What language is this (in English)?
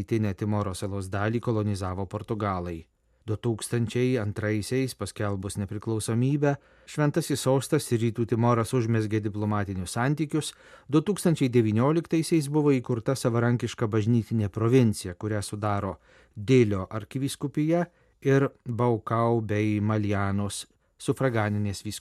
Lithuanian